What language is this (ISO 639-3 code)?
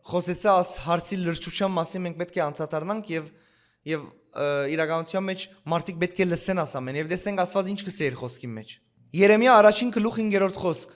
hyw